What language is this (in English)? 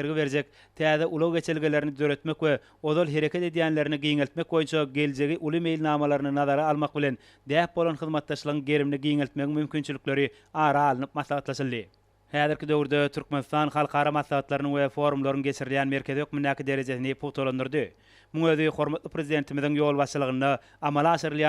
Turkmen